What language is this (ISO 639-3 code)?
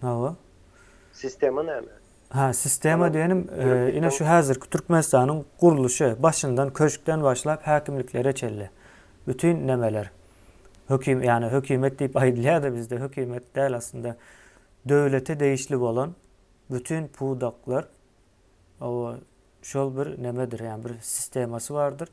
tuk